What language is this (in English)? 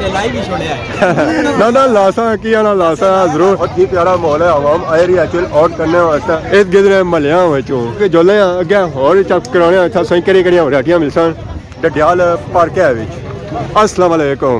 Pahari-Potwari